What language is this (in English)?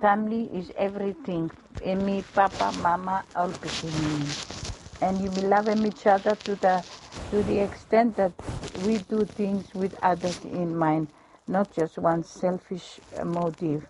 Bislama